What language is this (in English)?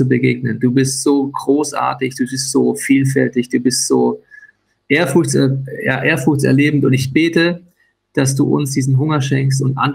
Swiss German